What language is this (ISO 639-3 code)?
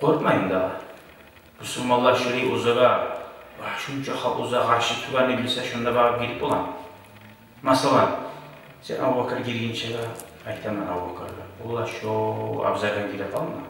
kum